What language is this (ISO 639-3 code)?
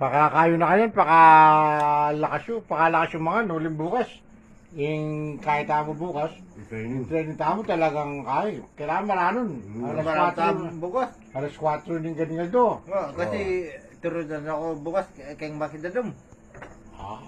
pam